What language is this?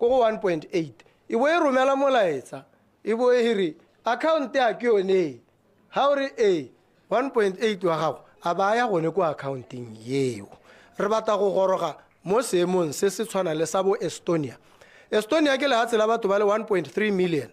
Tswana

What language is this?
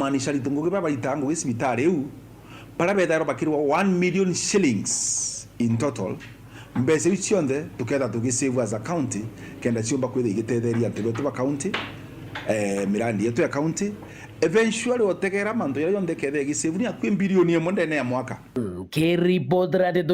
Meru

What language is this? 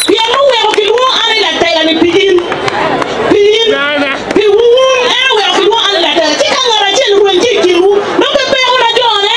Acoli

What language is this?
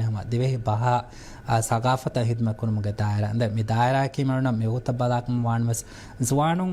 Divehi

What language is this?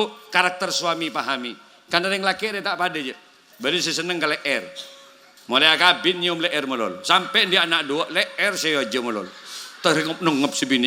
Madurese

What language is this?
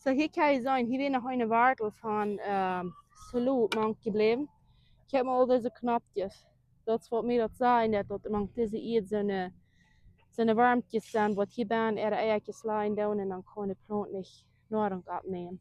Plautdietsch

